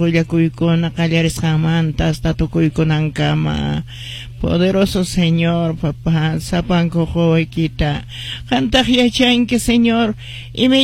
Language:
Quechua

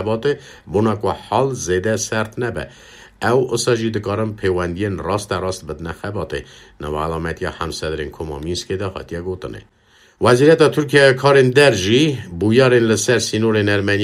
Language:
Kurdish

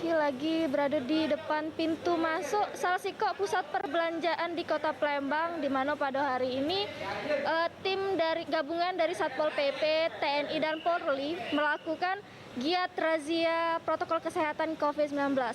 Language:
Musi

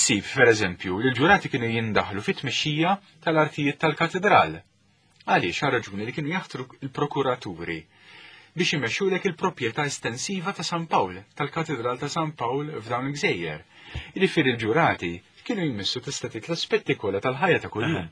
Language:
Maltese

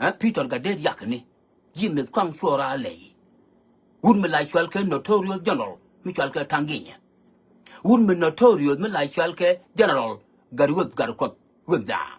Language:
Nuer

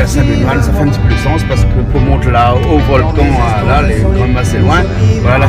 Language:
Réunion Creole French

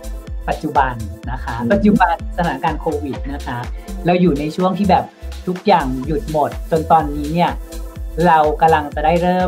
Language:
Thai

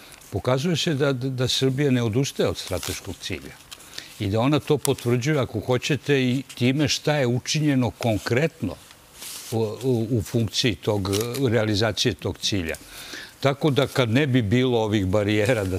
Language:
Serbian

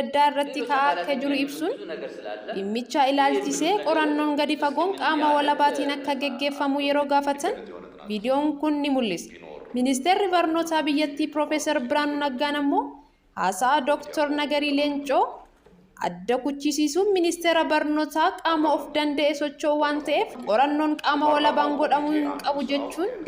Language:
Oromo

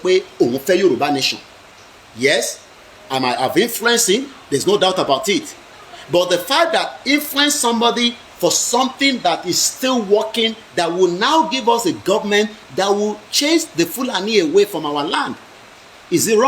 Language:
Yoruba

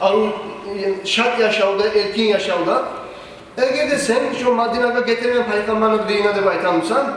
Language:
Kumyk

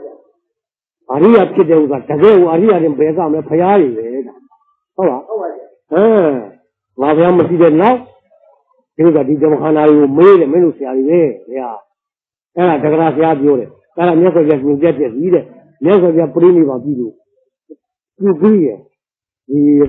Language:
Burmese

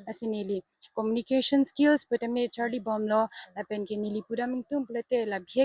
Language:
Karbi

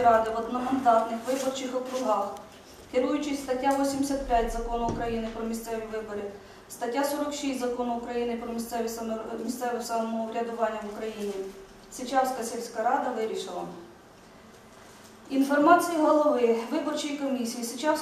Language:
Ukrainian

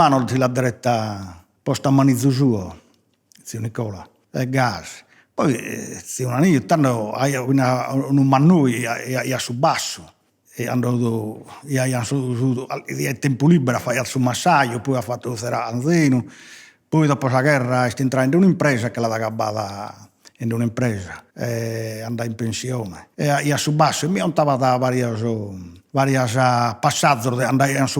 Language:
Sardinian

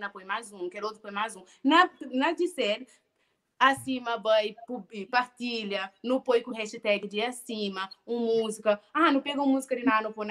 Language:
Kabuverdianu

